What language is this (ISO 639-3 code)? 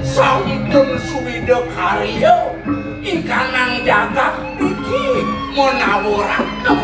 ban